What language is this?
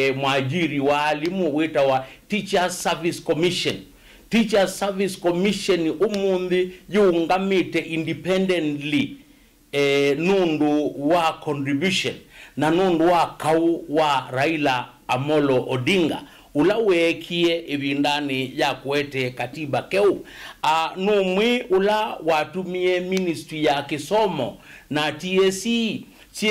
Kamba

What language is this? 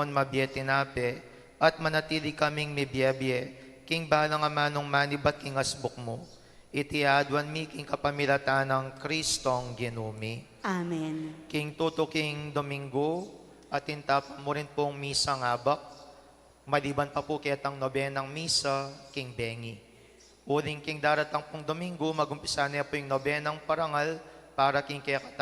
Pampanga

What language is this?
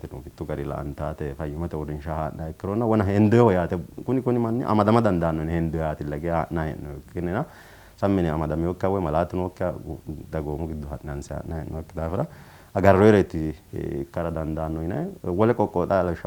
Sidamo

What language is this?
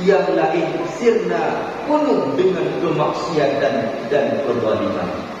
Achinese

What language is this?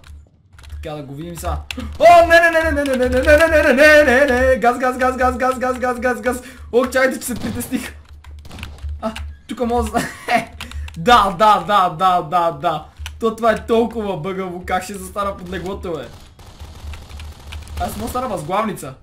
Bulgarian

